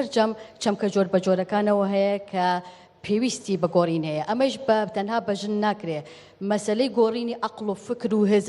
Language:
Central Kurdish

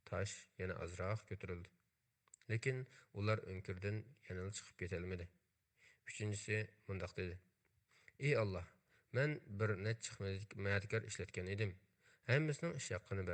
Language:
Uyghur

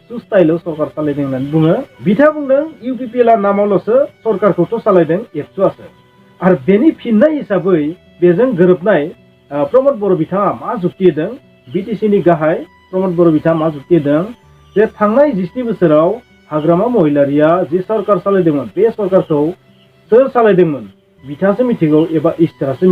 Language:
Bodo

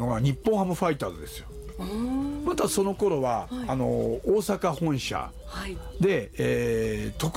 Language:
Japanese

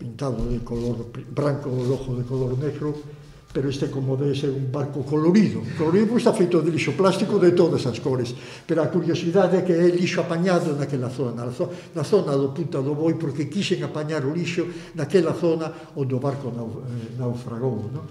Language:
Galician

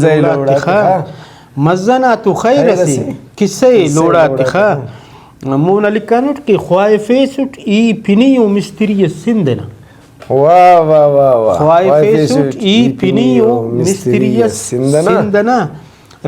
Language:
Brahui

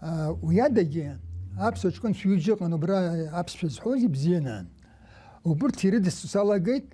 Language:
Abkhazian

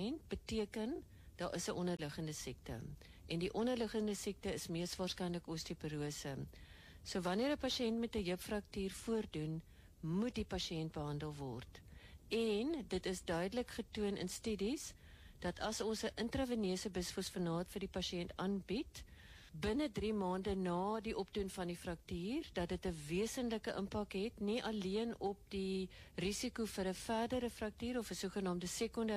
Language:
Afrikaans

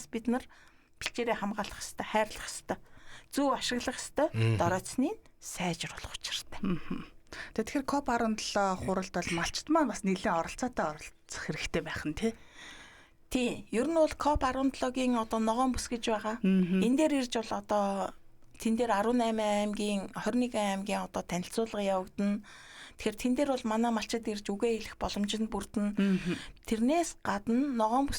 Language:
Mongolian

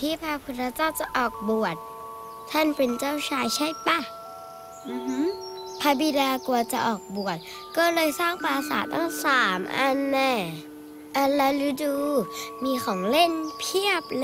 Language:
Thai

